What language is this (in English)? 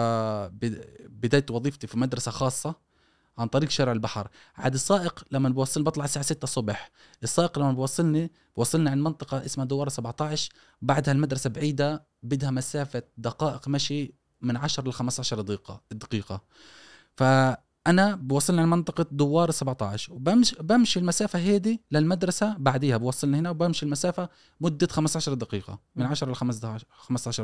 Gulf Arabic